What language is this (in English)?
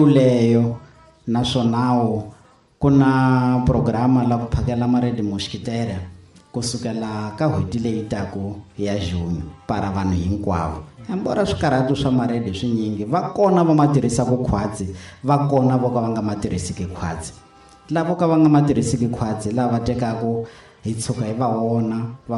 Tsonga